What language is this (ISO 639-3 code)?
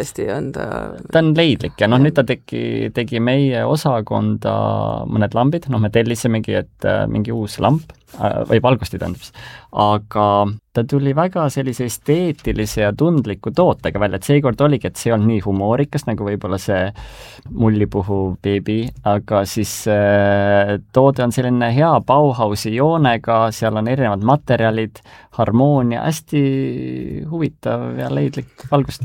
est